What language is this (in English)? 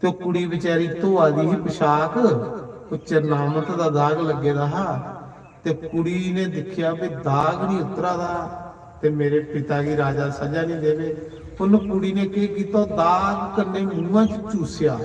Dogri